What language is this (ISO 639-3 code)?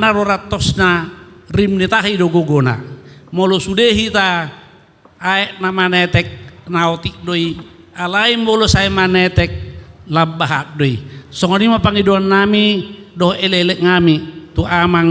bbc